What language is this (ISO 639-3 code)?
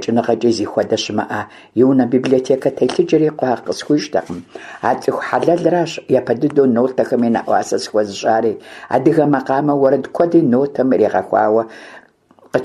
kbd